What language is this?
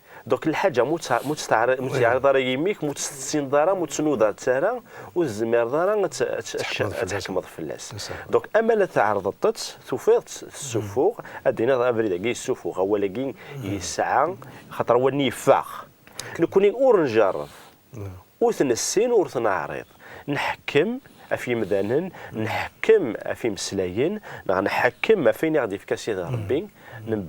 Kabyle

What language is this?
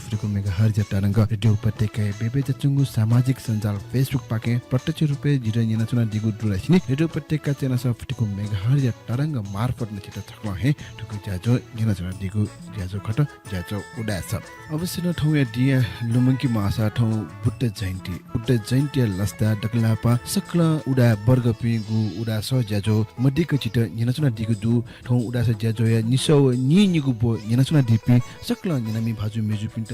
Newari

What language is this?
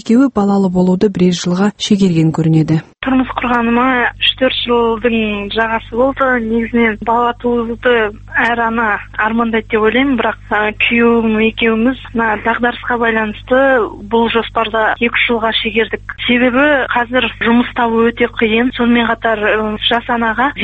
Kazakh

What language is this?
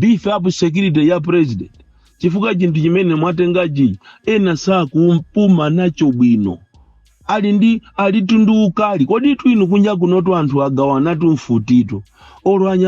Nyanja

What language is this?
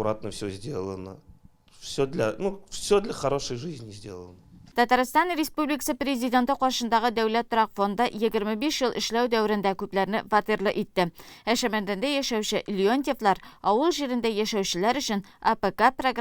Tatar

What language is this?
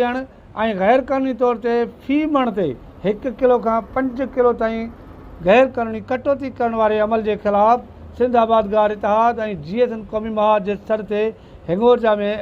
Sindhi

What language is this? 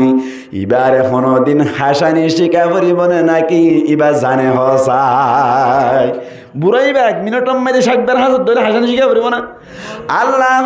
Rohingya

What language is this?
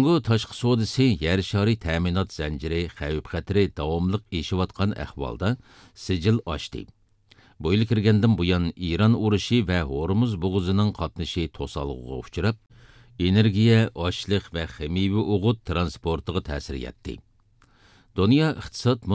Uyghur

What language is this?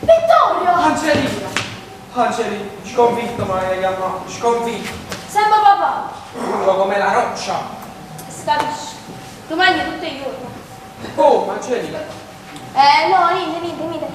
Neapolitan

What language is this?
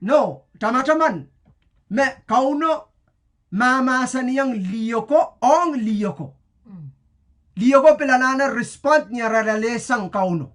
Pohnpeian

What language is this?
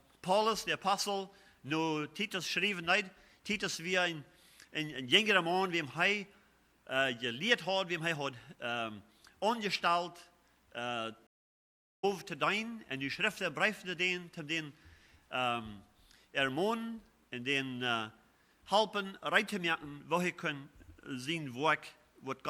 Plautdietsch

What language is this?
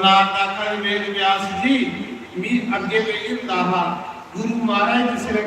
Dogri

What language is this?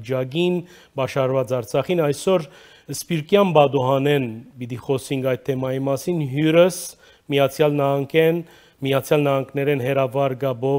Armenian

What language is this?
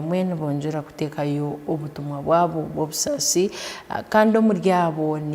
Tooro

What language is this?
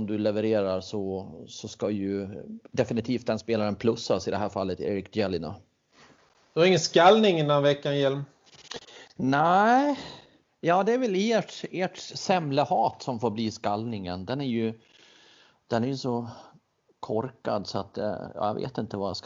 Swedish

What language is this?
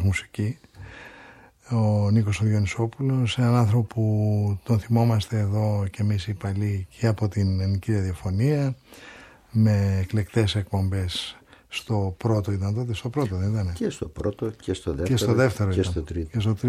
Greek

